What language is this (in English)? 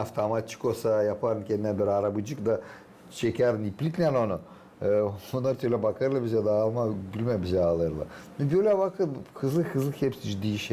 Gagauz